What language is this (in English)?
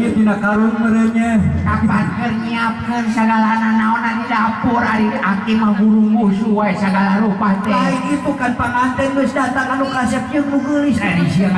Sundanese